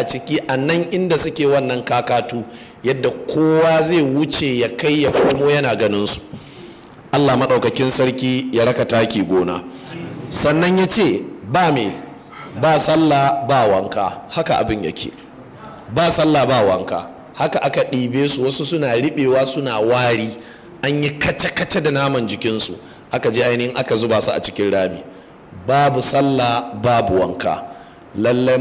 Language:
Hausa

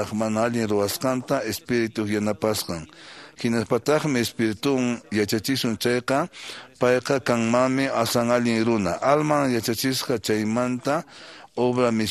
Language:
Quechua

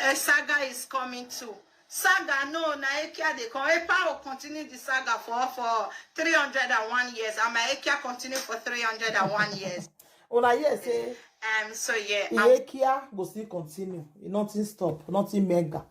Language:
Nigerian Pidgin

